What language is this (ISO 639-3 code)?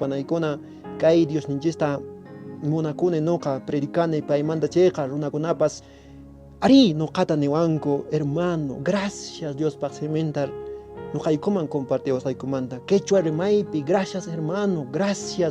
que